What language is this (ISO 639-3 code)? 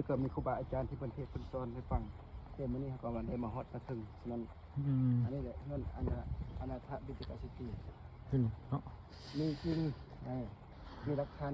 lao